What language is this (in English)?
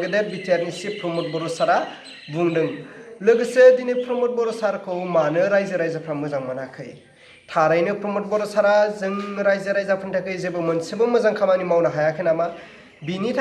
Bodo